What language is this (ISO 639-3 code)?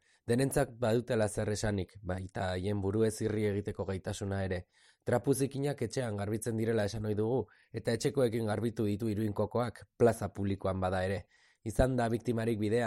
eus